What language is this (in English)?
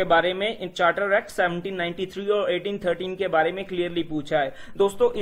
Hindi